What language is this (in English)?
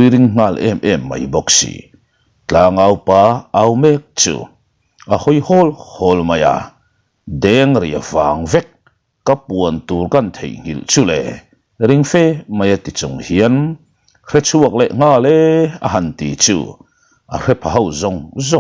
Mizo